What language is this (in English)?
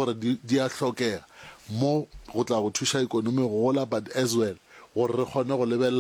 Northern Sotho